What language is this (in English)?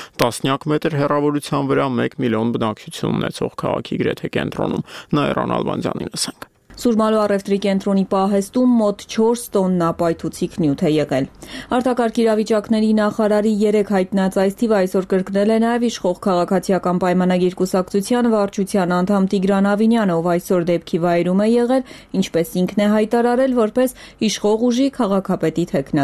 Armenian